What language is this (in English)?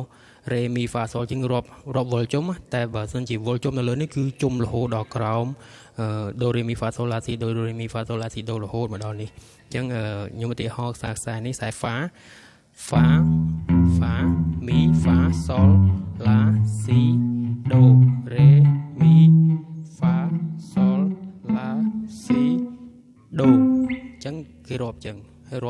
Khmer